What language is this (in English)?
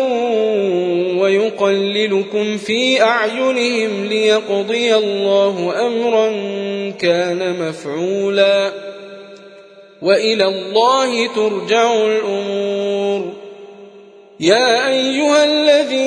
Arabic